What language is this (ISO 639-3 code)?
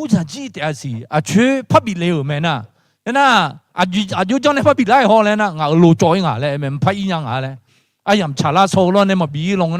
ahk